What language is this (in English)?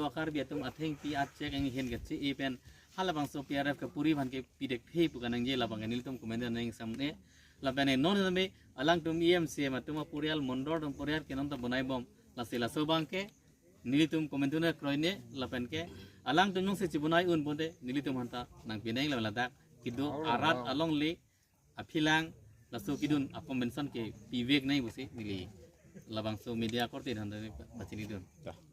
Karbi